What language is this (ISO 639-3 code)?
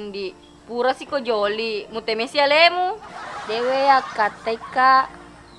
bug